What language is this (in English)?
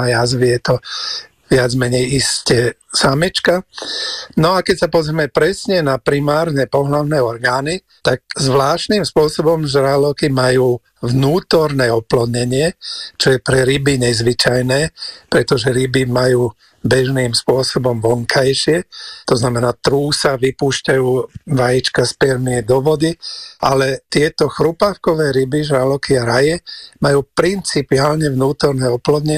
Slovak